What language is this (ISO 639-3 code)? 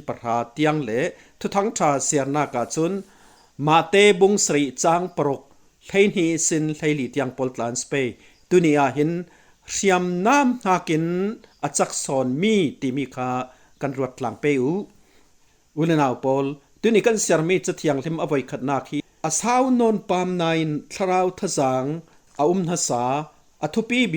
cfm